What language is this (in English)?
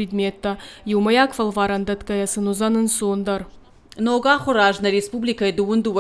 Ossetic